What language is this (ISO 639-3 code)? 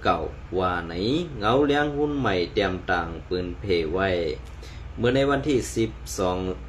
shn